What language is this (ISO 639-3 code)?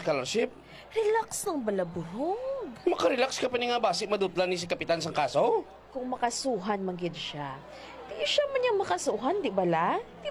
hil